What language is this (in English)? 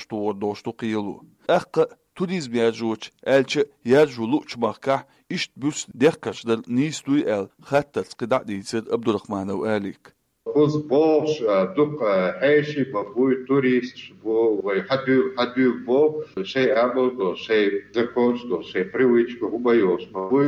Chechen